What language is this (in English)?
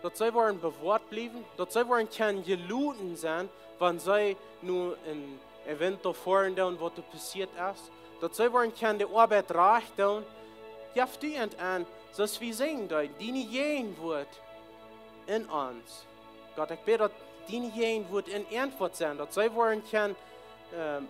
Plautdietsch